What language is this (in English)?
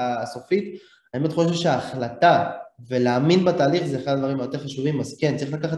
Hebrew